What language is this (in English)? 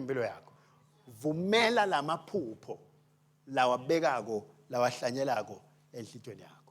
Swati